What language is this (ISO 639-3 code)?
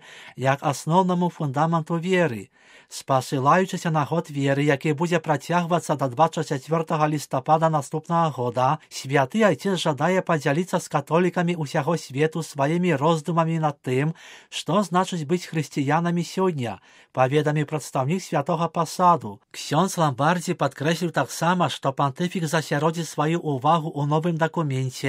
bel